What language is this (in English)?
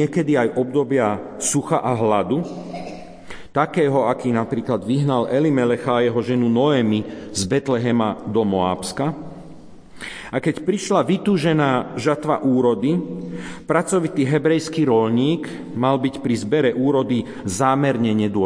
Slovak